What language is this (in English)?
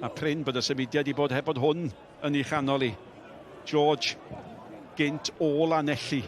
Welsh